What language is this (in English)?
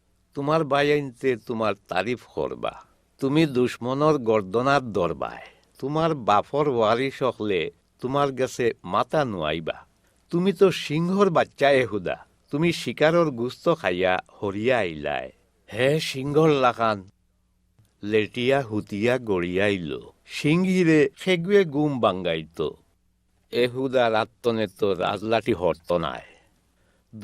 Sylheti